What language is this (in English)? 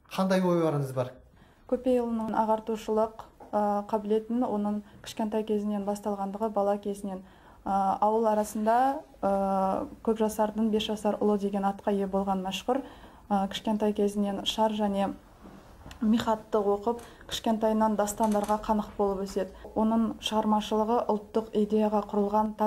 Kazakh